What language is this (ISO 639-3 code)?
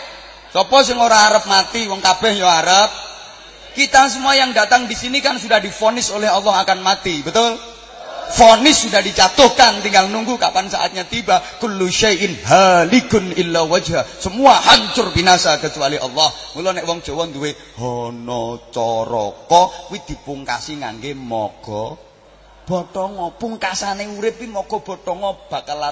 jav